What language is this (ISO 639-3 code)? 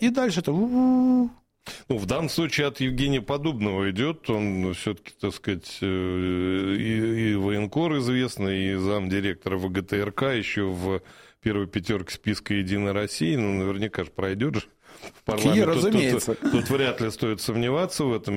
rus